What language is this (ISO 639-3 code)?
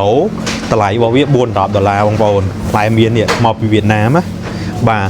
khm